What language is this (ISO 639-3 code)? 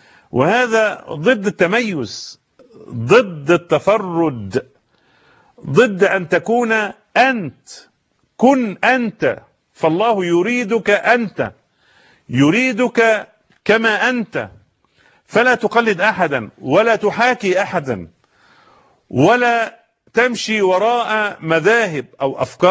ara